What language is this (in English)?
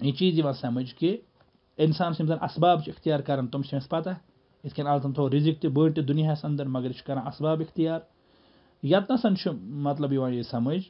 Kashmiri